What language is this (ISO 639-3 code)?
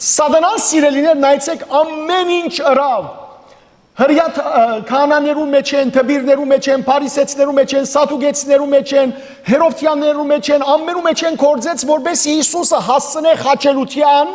hyw